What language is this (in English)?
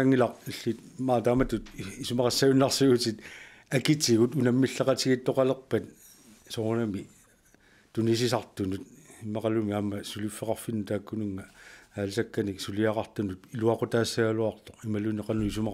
Kalaallisut